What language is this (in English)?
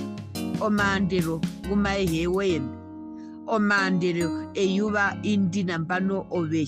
Herero